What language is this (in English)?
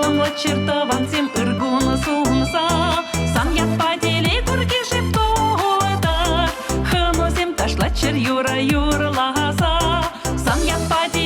Chuvash